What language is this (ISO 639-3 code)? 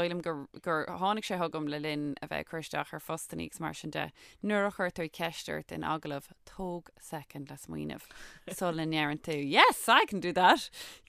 gle